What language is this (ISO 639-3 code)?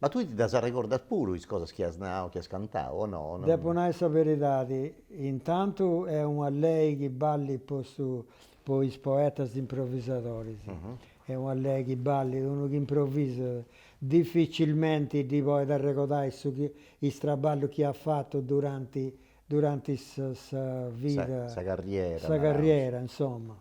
srd